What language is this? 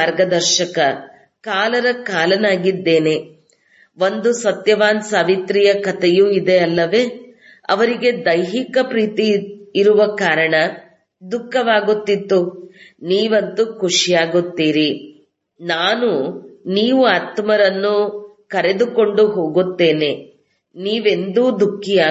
Kannada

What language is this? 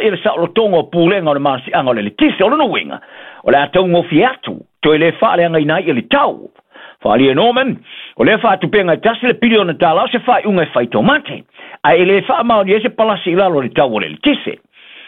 Samoan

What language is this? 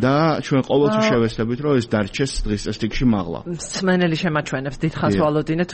Georgian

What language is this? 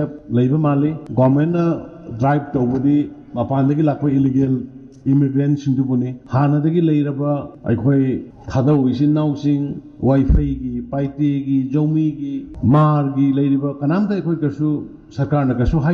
Manipuri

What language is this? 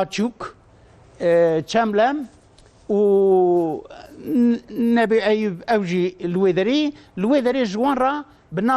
Kurdish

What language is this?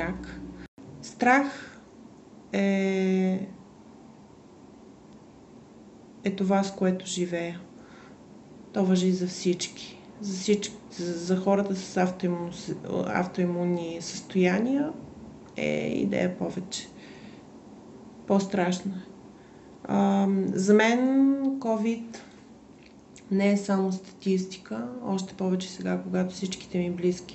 Bulgarian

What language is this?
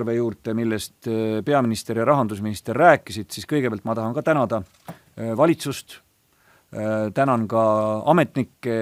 Estonian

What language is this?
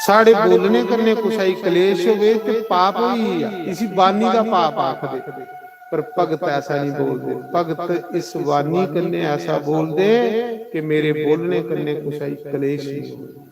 Dogri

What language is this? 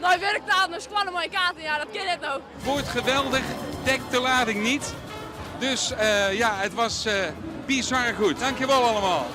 Western Frisian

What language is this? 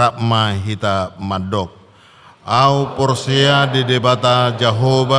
Batak Toba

